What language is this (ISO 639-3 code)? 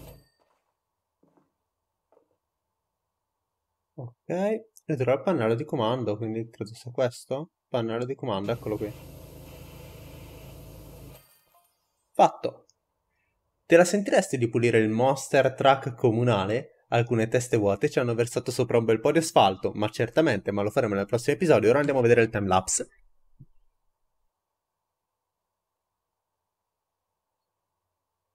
ita